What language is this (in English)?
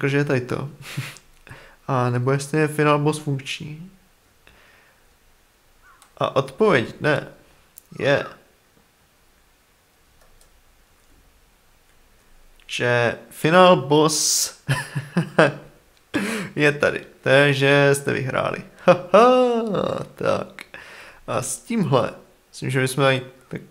Czech